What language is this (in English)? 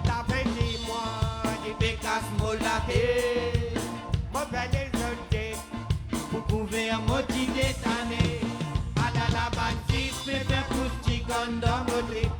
Morisyen